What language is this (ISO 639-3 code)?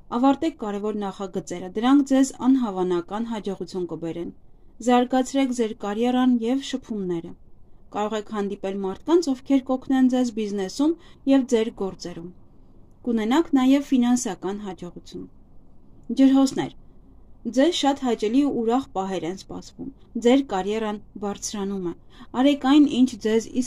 hye